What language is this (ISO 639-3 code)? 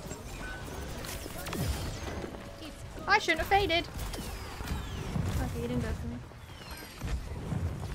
eng